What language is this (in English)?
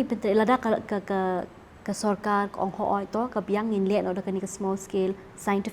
Khasi